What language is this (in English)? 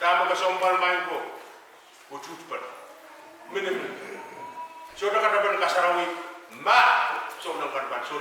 Pohnpeian